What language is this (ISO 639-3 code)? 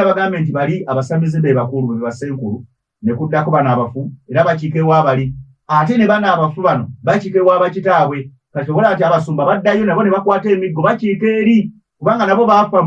lug